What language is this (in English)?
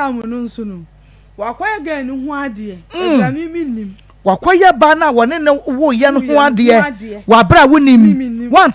Akan